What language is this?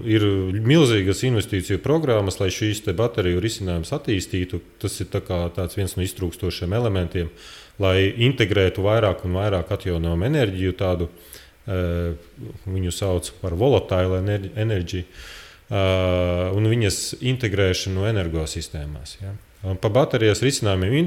Latvian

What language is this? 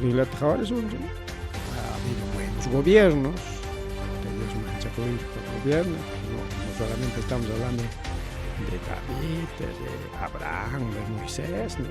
Ayacucho Quechua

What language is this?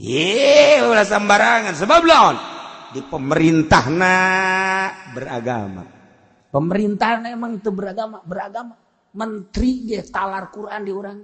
Sundanese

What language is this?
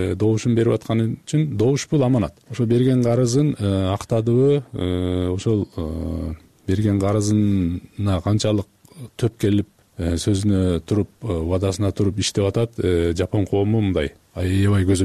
Kyrgyz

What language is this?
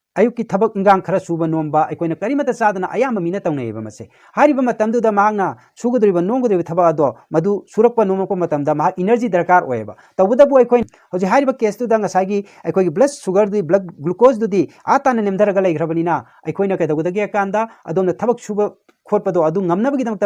Manipuri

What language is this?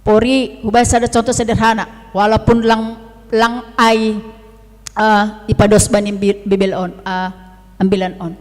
Batak Simalungun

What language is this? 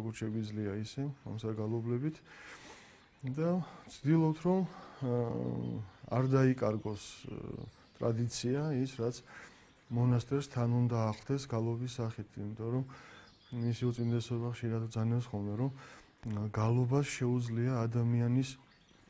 Georgian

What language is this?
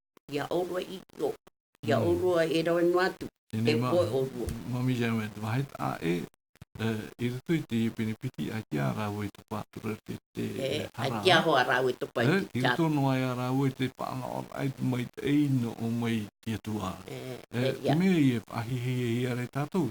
Tahitian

